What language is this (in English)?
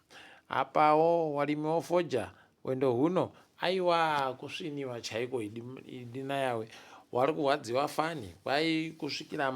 Ndau